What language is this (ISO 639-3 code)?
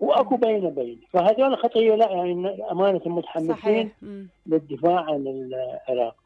acm